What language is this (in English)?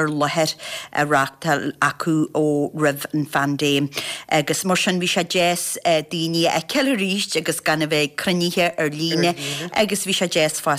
Irish